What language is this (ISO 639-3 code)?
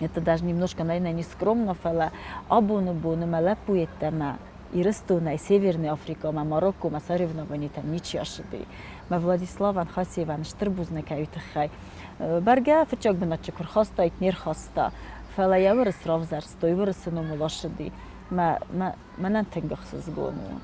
oss